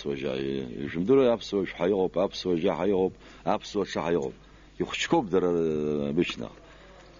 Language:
Abkhazian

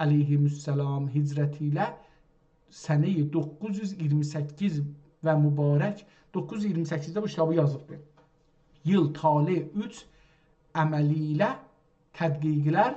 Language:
South Azerbaijani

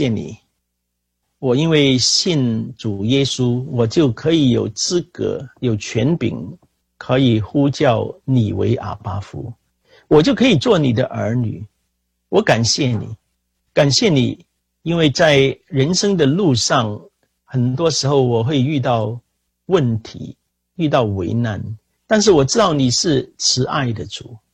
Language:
Chinese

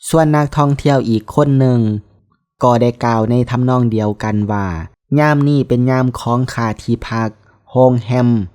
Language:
Lao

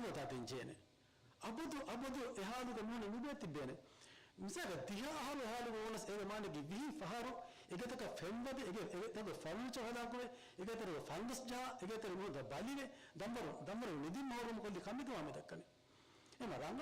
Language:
Divehi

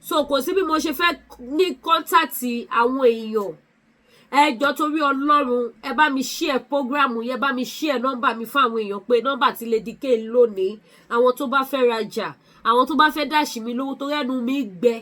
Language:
Yoruba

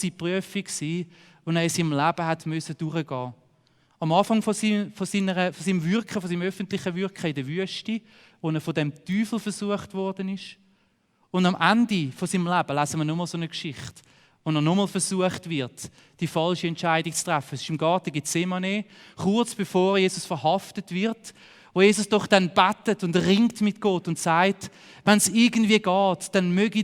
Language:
Swiss German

